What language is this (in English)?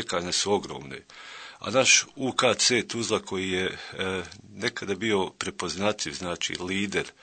Bosnian